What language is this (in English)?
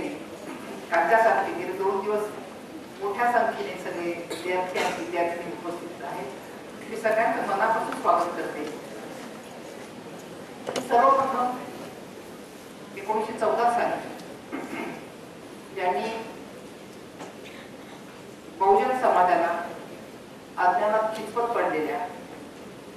Marathi